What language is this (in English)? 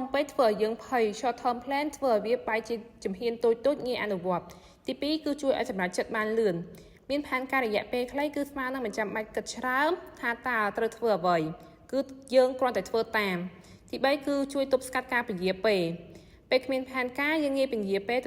Khmer